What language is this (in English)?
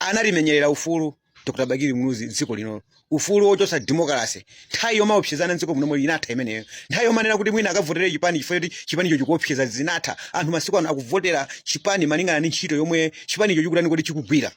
Nyanja